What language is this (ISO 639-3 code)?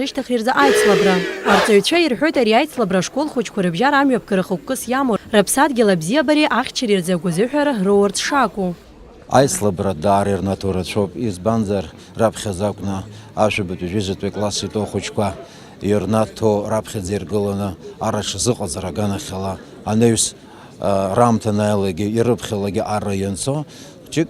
abk